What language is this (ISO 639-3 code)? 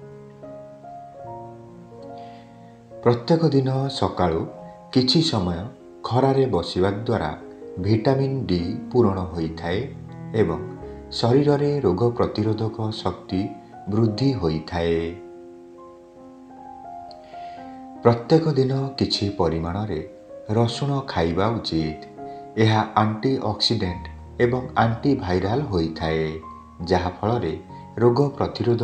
ori